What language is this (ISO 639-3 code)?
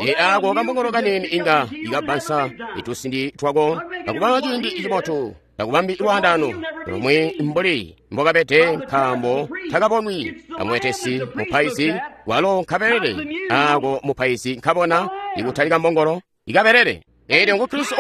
toi